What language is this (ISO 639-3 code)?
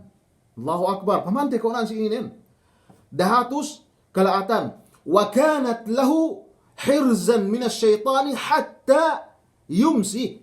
yka